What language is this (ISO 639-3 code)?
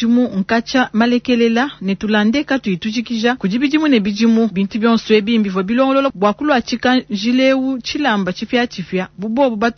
lua